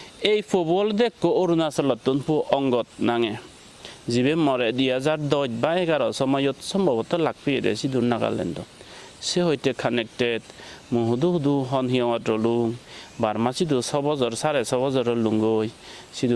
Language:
Chakma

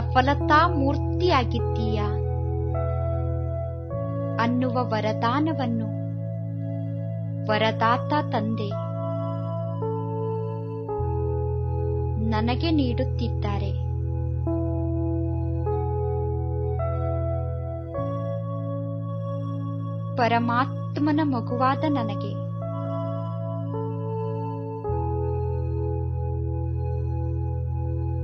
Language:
Kannada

